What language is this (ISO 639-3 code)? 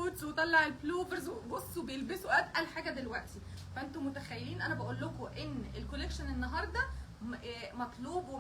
arz